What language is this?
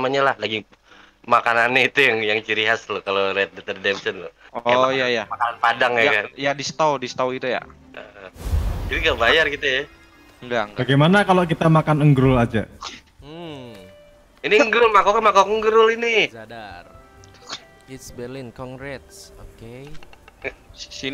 Indonesian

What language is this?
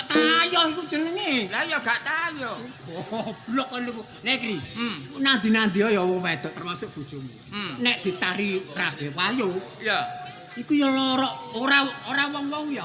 Javanese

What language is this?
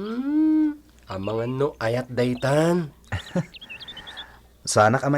Iloko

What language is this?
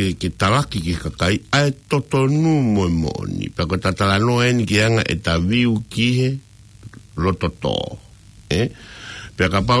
Tongan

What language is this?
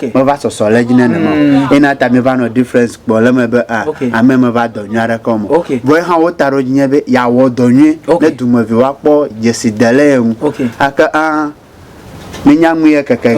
Ewe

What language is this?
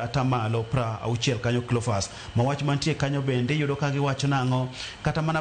Luo (Kenya and Tanzania)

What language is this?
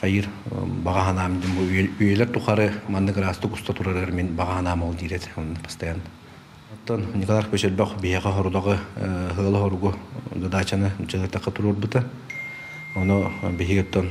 Yakut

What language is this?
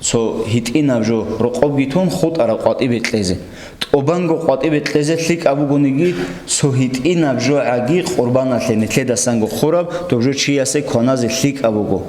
Avaric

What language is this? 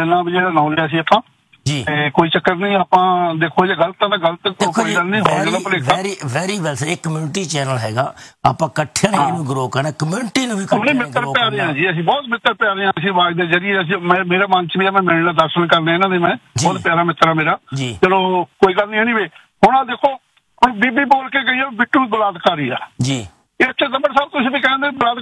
Punjabi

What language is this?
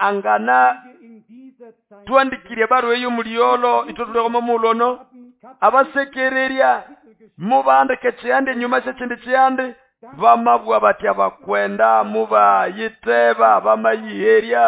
Nande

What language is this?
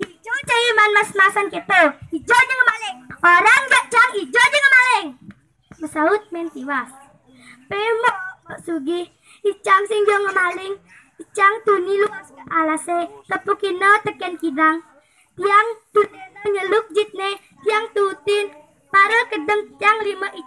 Balinese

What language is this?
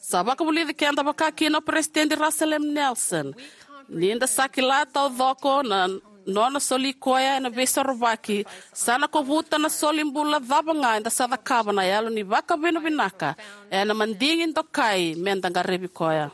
Fijian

